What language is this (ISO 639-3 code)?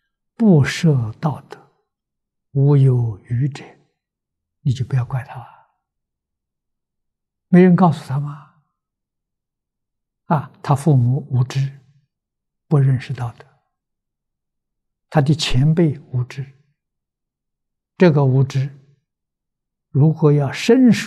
zho